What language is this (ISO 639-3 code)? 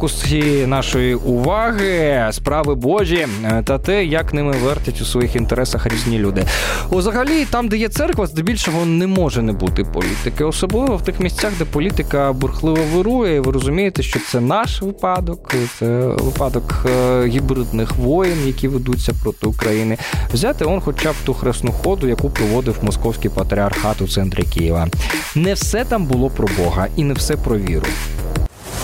ukr